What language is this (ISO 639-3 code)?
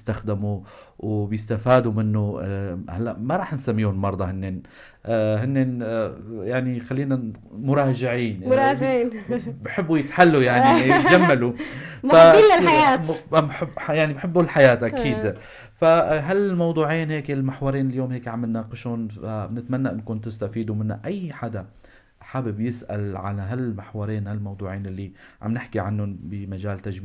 apc